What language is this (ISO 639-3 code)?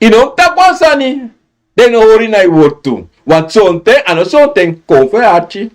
srn